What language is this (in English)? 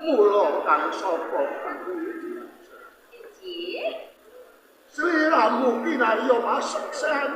Javanese